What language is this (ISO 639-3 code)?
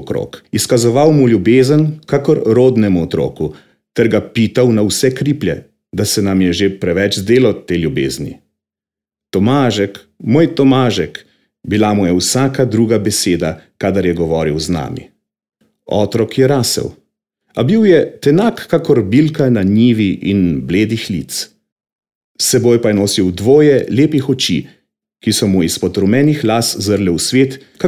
slv